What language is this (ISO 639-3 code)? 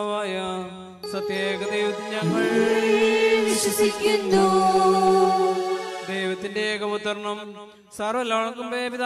mal